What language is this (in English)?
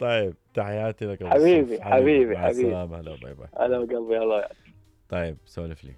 Mesopotamian Arabic